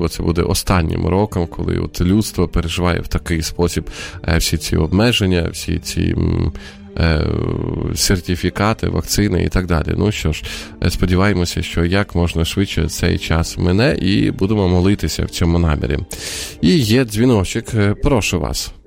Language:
Ukrainian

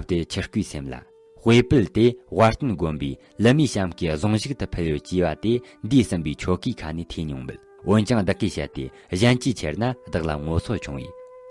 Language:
Tibetan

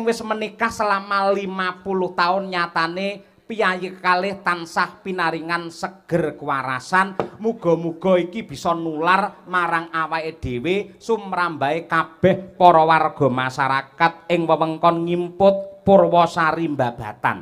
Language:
Javanese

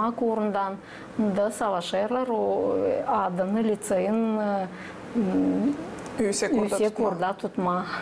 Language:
Gagauz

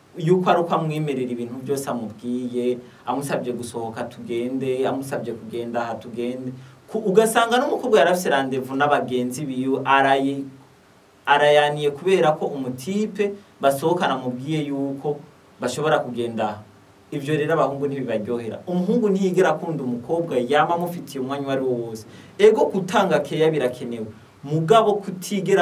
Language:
Rundi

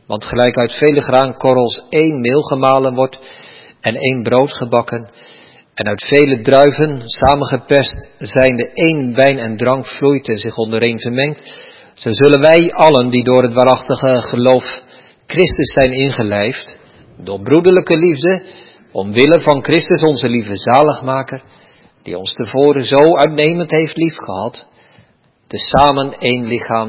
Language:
Dutch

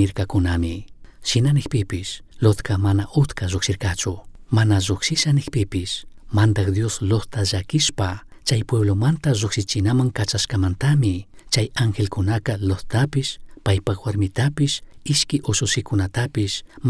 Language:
Chimborazo Highland Quichua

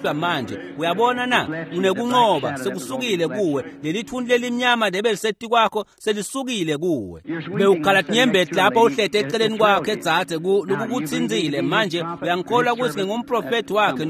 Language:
Swati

